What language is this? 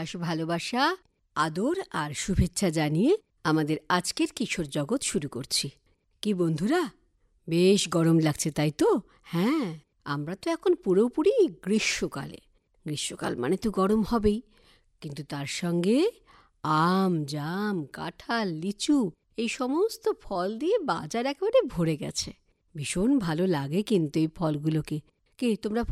Bangla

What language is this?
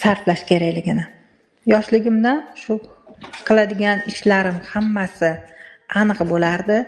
Uzbek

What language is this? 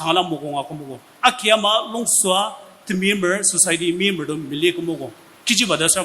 Ao Naga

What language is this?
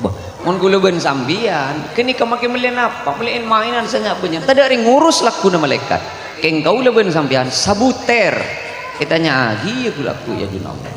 Madurese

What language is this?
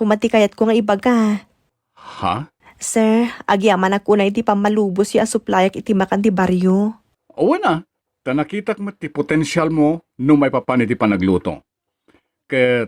Iloko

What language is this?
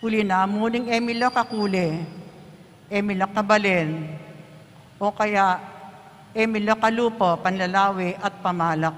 Pampanga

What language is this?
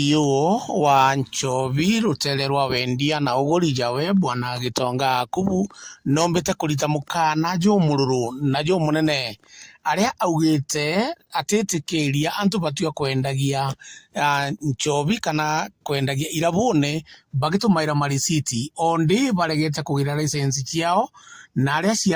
Meru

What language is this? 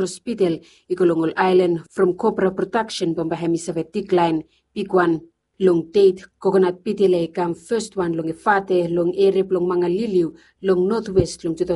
Bislama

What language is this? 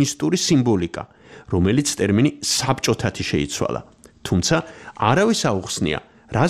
Georgian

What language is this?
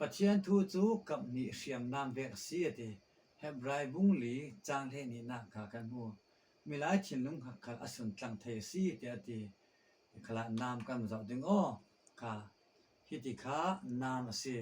Falam Chin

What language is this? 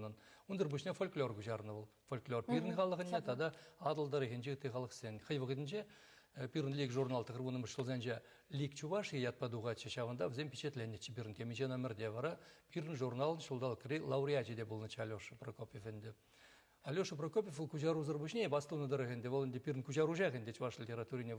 Chuvash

